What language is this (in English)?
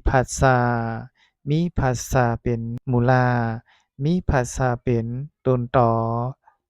Shan